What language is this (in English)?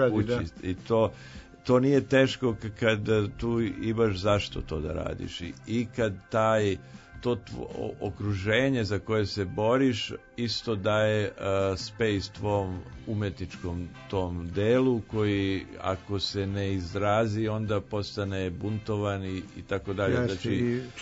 Serbian